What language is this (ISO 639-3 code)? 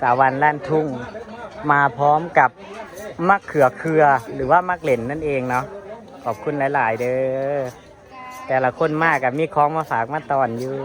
tts